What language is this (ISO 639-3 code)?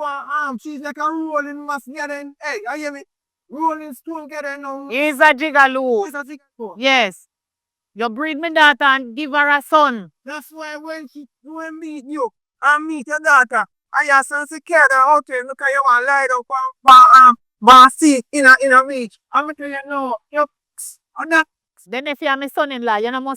jam